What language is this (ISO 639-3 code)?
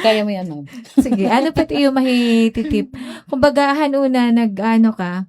war